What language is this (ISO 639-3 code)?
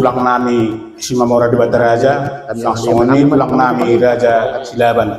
bbc